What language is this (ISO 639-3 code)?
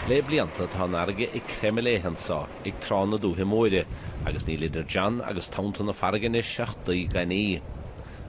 gle